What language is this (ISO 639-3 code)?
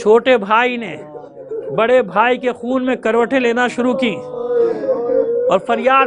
urd